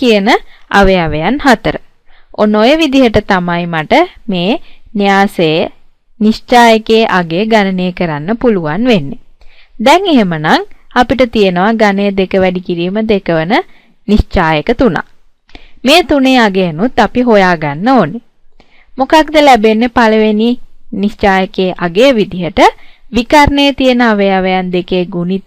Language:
Sinhala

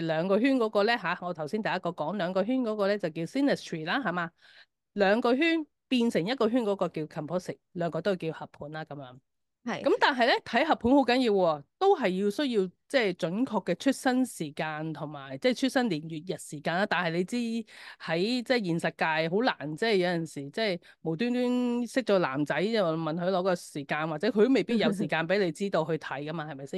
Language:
Cantonese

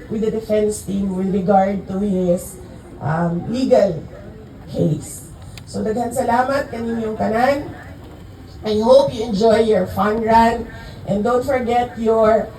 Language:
Cebuano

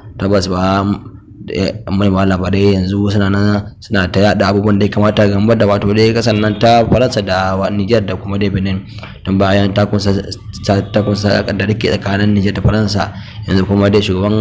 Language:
Hausa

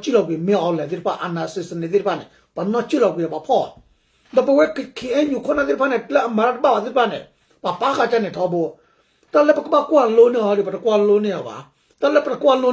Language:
S'gaw Karen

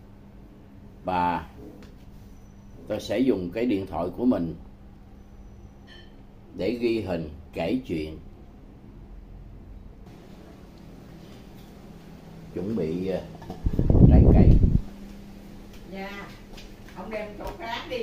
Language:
Vietnamese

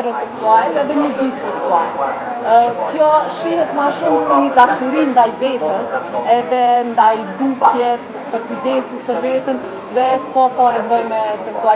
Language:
Albanian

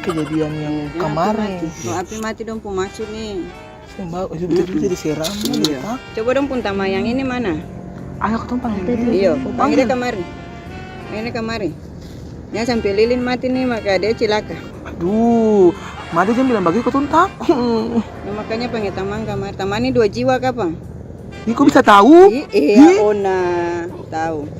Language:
Ambonese Malay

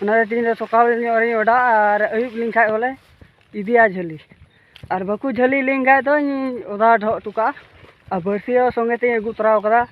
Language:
Santali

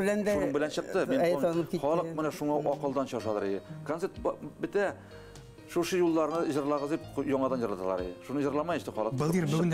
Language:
Bashkir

